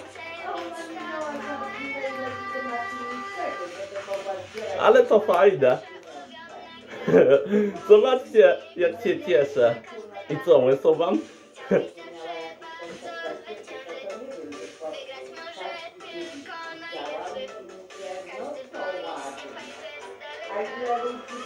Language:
Polish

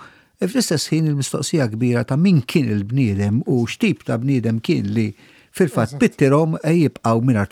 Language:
Maltese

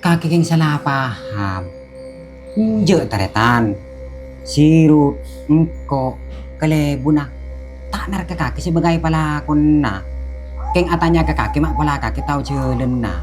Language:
Madurese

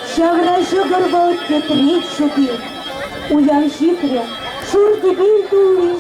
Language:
Chuvash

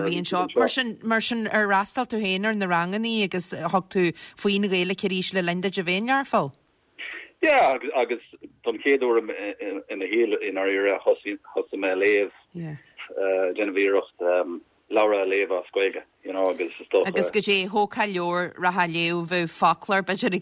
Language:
Irish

